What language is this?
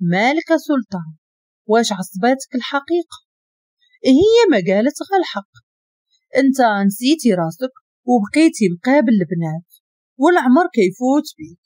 Moroccan Arabic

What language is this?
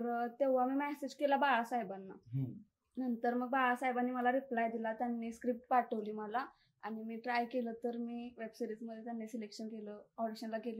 Marathi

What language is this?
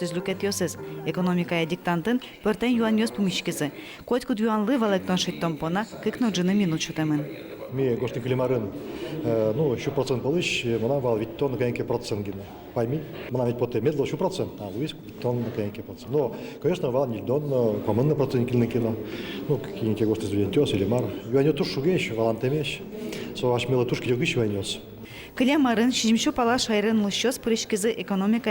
Udmurt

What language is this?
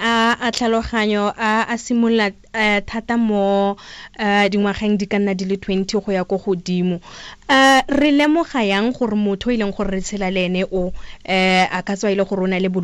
Tswana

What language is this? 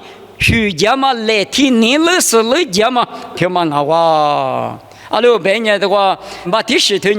Lisu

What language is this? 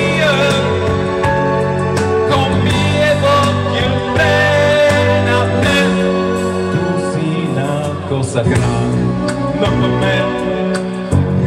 Italian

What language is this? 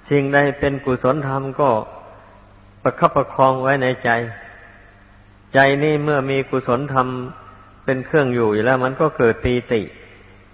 Thai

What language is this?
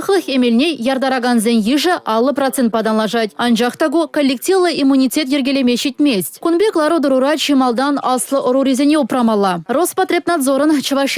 Chuvash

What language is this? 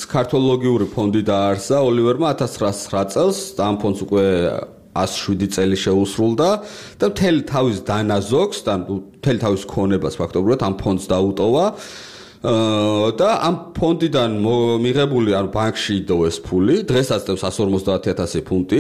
Georgian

